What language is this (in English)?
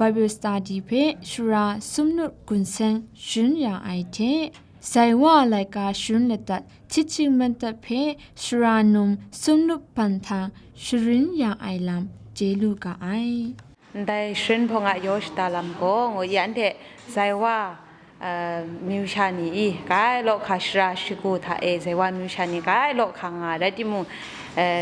Kachin